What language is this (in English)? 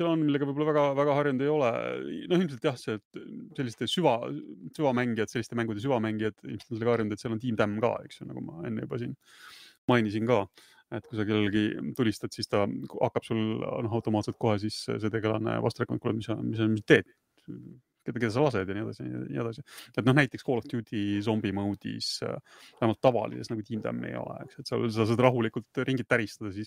Estonian